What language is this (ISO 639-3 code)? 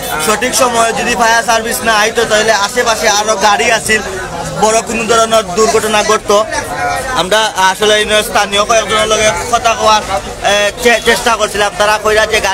syl